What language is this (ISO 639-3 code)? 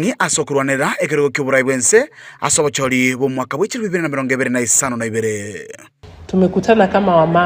guz